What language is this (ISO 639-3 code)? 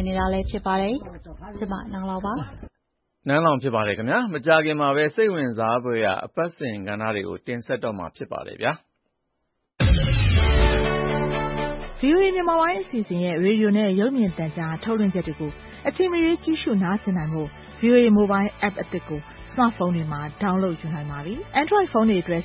mya